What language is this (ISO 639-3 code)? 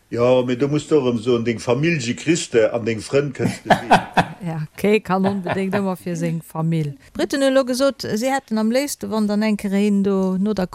ltz